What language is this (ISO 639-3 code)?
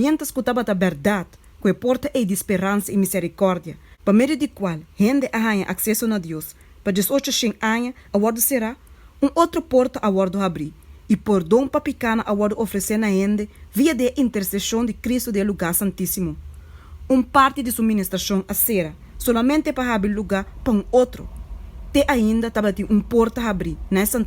pap